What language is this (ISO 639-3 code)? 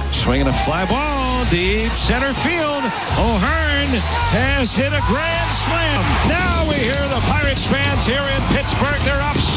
eng